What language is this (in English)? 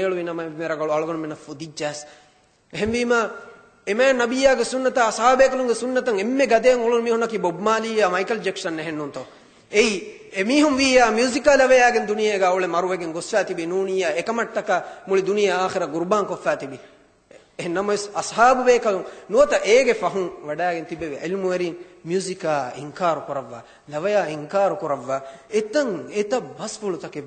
Divehi